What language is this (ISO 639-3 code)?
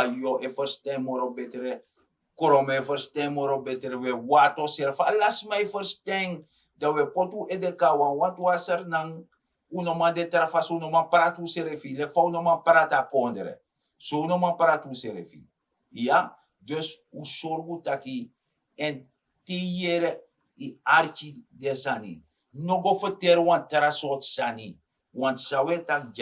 srn